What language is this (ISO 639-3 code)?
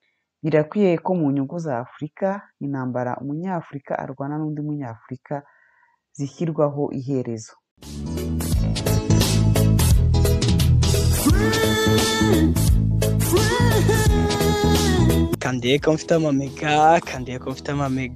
kin